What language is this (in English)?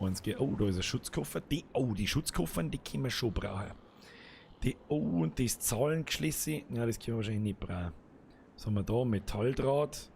Bavarian